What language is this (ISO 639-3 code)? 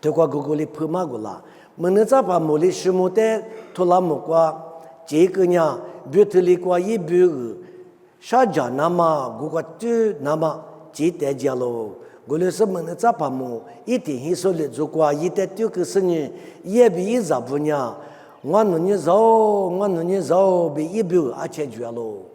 lis